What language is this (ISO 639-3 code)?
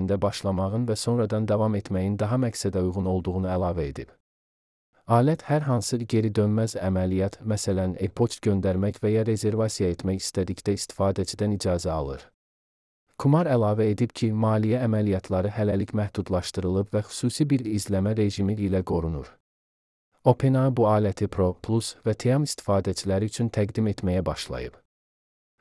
aze